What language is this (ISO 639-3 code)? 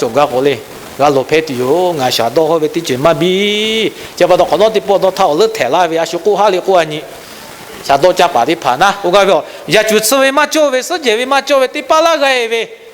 lhu